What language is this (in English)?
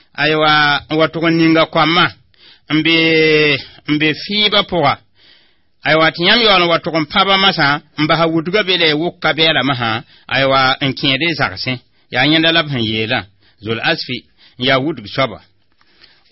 Mossi